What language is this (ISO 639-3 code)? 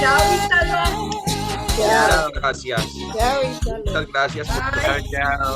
lad